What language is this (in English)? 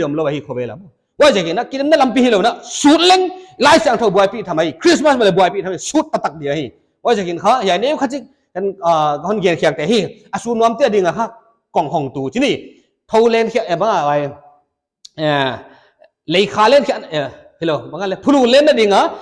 Paite Chin